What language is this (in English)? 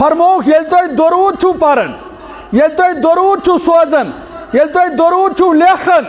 Kashmiri